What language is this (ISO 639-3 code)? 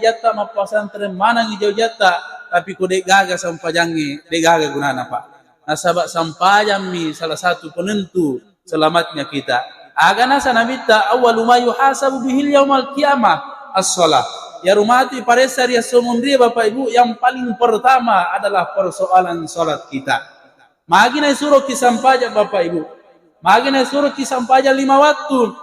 bug